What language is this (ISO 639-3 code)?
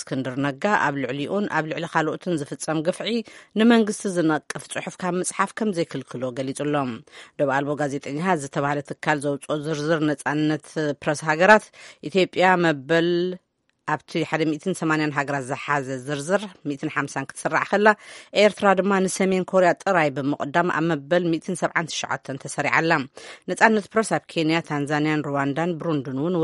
tir